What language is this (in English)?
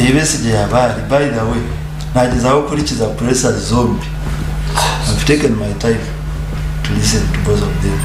Nyankole